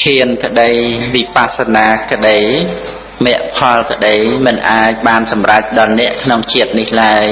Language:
Khmer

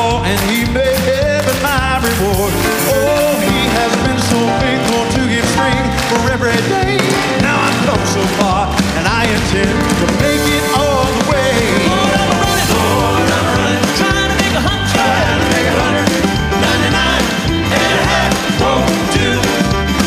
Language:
English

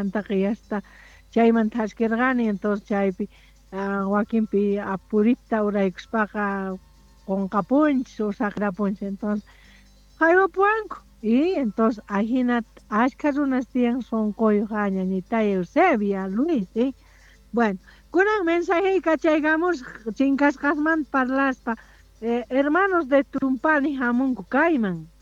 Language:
South Bolivian Quechua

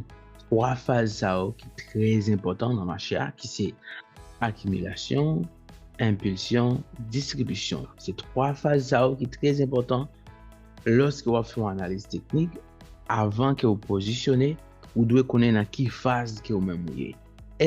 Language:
Haitian Creole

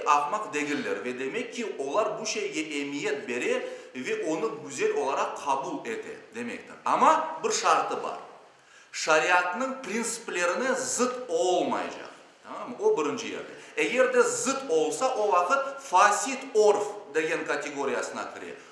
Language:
Crimean Tatar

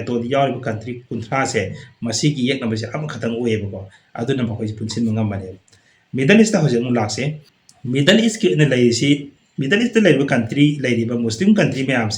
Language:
Manipuri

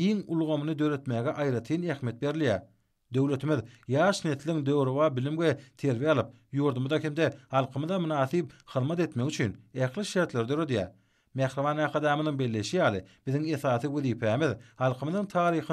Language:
Turkmen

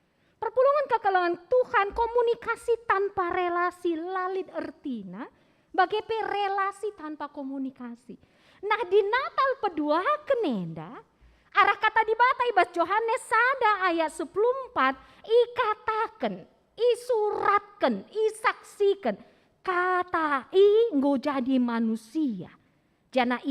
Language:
Batak Karo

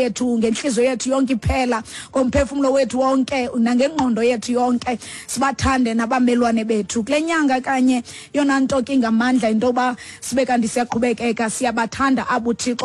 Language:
Xhosa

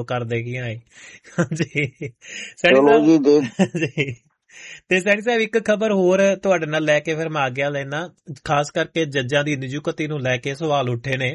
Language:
Punjabi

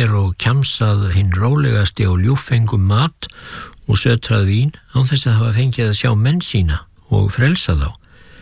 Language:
Icelandic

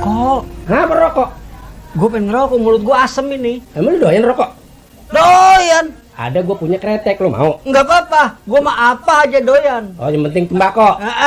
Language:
Betawi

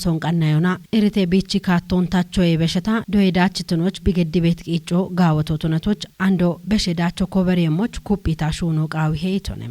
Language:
Kafa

